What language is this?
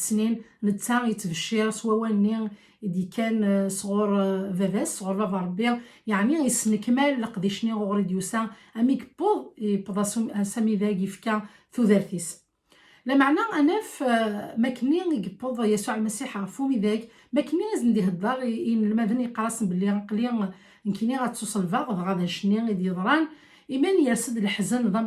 Kabyle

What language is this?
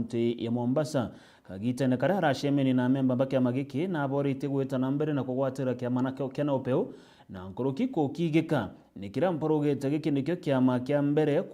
Meru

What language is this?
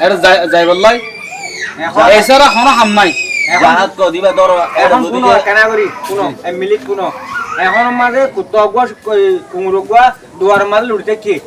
Rohingya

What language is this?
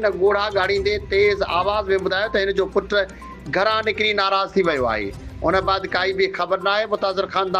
Sindhi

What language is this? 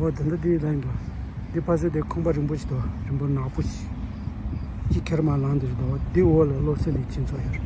Tibetan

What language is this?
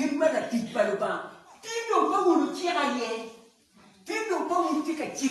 Acoli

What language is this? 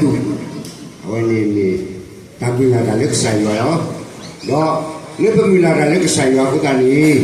S'gaw Karen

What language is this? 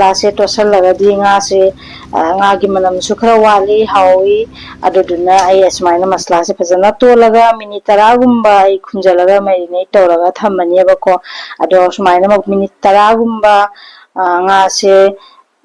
Manipuri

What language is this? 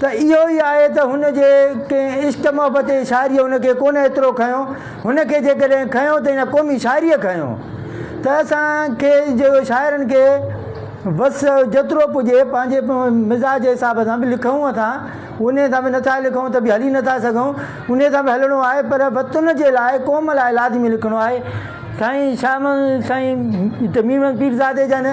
Sindhi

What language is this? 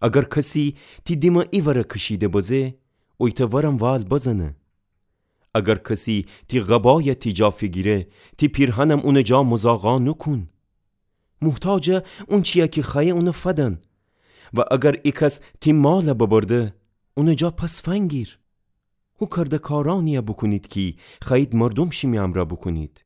Gilaki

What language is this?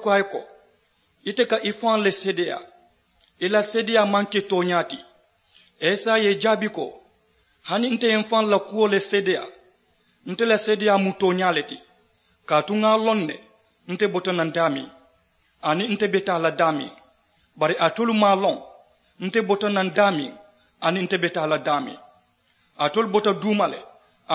Mandingo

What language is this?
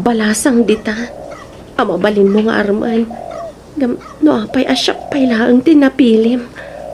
Iloko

